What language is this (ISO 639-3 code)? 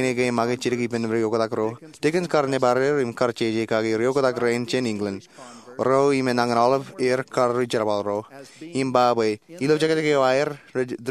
mah